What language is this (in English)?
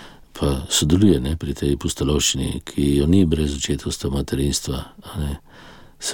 Slovenian